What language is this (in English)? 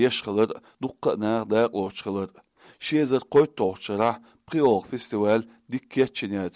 Chechen